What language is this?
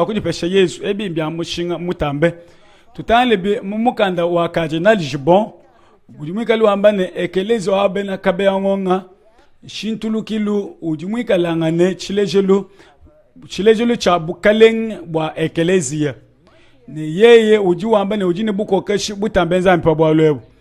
Luba-Lulua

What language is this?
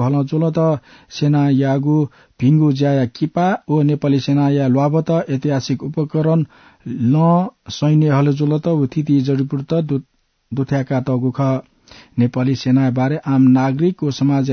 Newari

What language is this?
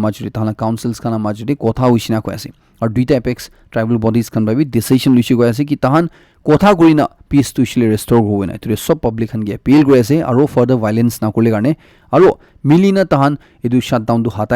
Naga Pidgin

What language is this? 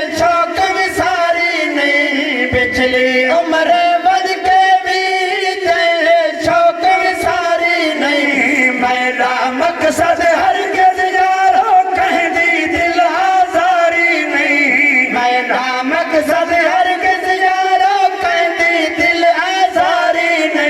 Saraiki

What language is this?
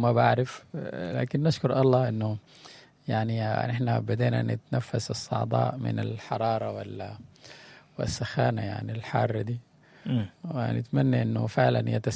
Sudanese Arabic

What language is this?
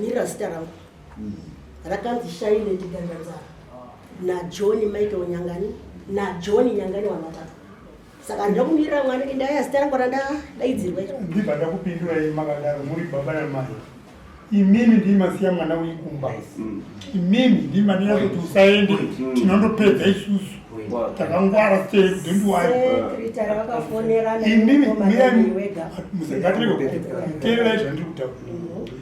Shona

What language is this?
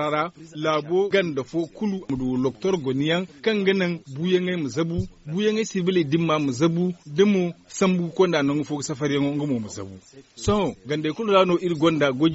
Zarma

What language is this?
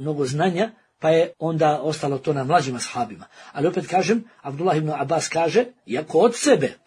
Bosnian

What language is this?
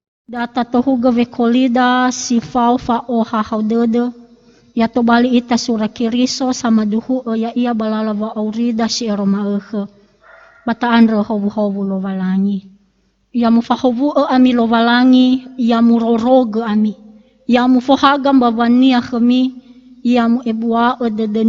Nias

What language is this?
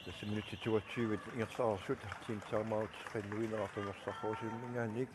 Kalaallisut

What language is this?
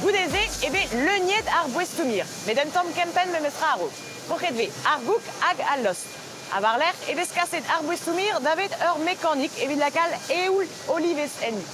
Breton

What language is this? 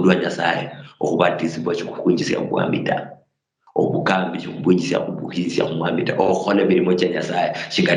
Luyia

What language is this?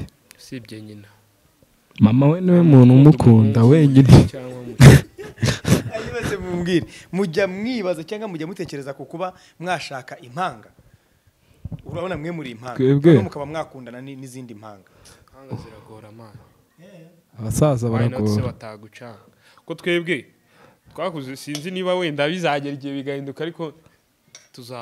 Kinyarwanda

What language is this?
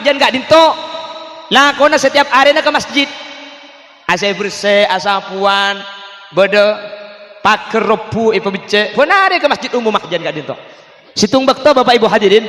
Madurese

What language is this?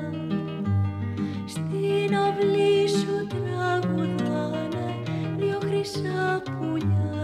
Greek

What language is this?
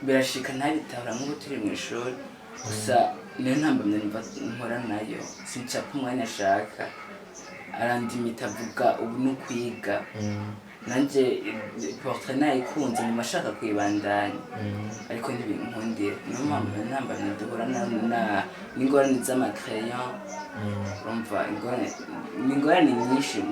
Rundi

